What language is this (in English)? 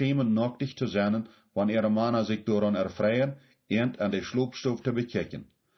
Plautdietsch